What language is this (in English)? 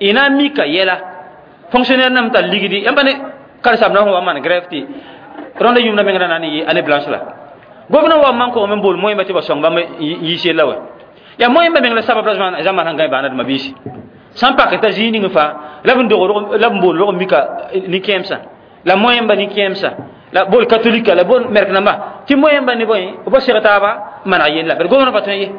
Mossi